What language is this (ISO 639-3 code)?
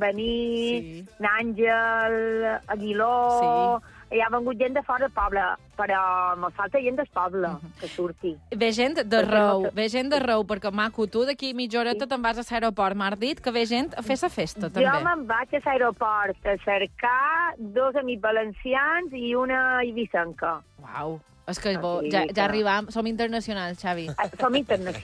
cat